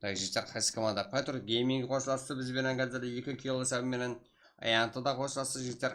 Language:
Kara-Kalpak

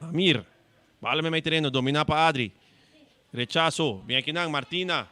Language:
Papiamento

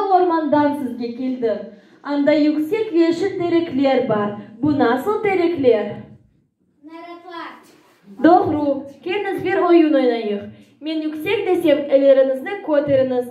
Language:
Crimean Tatar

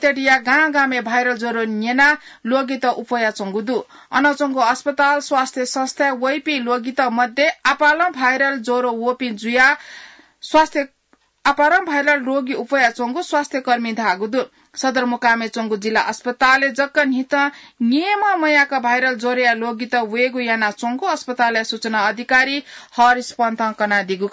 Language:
Newari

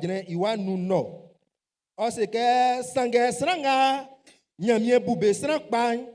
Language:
Baoulé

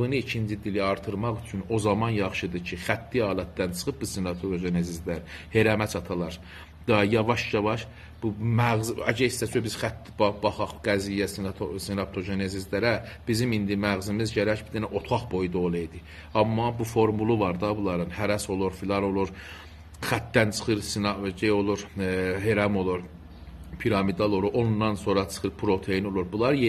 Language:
South Azerbaijani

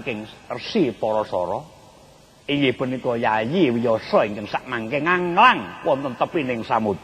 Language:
Javanese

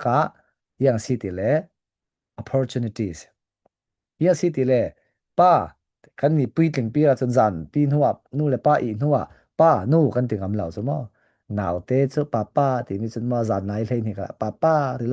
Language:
Falam Chin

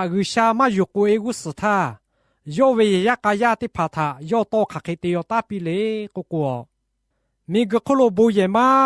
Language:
Lahu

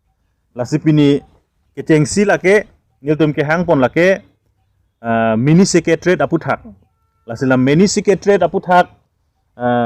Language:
Karbi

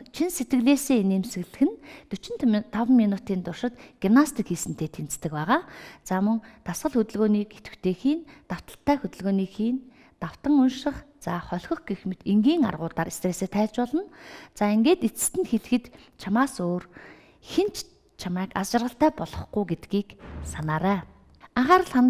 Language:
Mongolian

